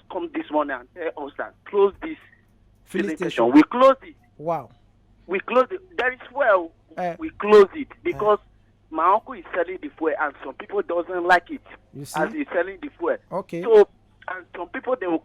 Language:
Nigerian Pidgin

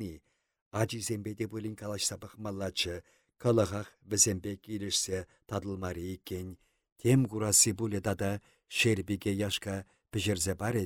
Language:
Chuvash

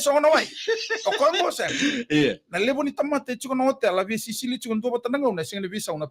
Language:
Fijian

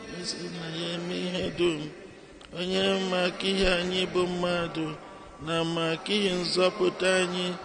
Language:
Igbo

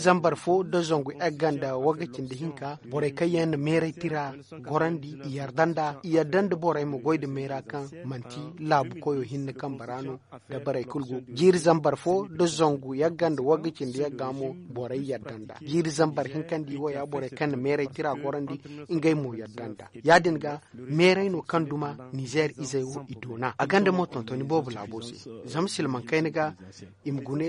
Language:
Zarma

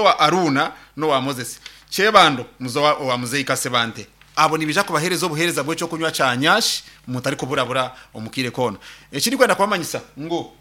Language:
Nyankole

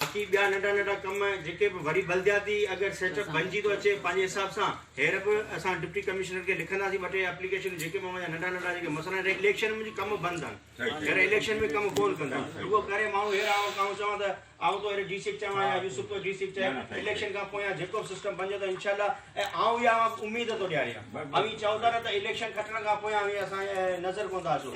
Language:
Sindhi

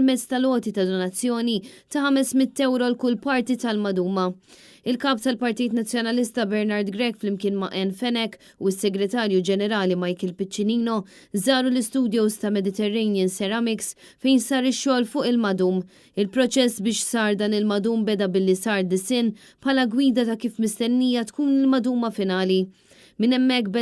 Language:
Maltese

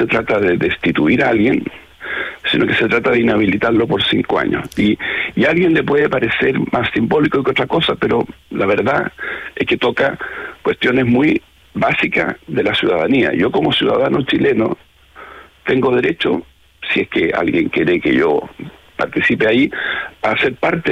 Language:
Spanish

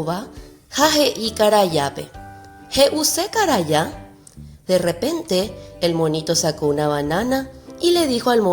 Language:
Guarani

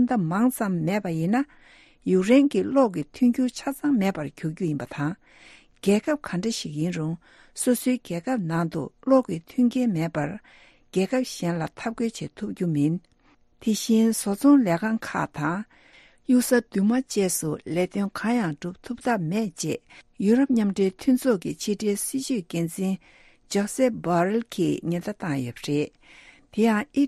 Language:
Tibetan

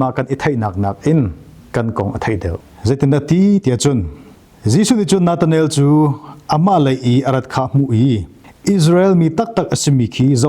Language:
Hakha Chin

